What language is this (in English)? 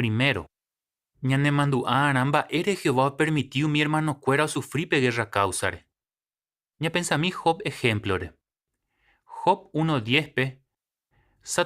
Guarani